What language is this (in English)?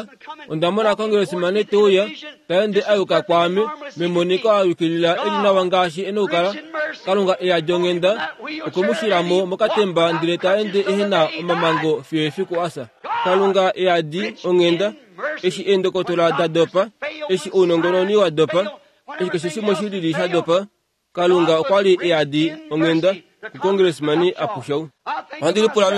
Kuanyama